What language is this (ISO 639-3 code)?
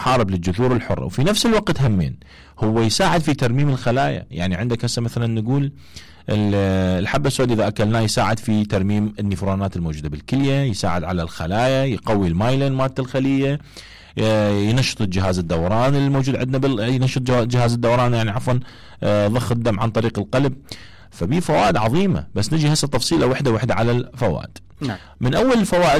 acm